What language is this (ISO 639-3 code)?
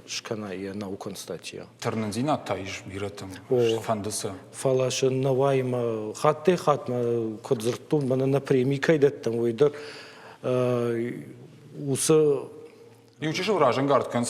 oss